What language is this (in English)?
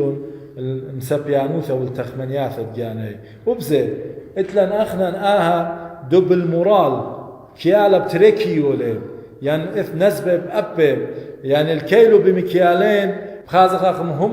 Assyrian Neo-Aramaic